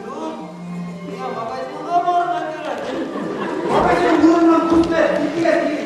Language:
Bashkir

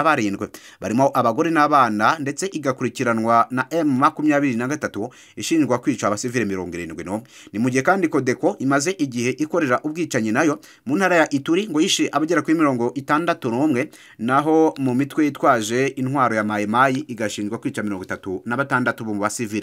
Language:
Kinyarwanda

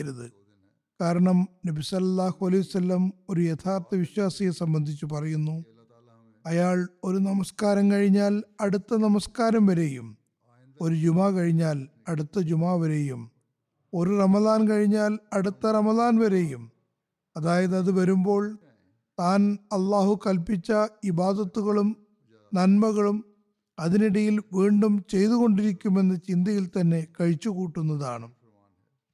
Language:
Malayalam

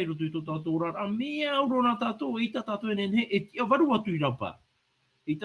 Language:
Tahitian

